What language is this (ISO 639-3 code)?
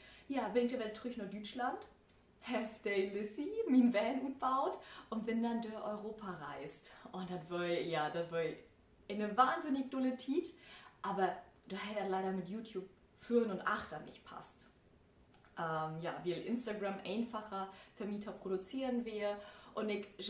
nds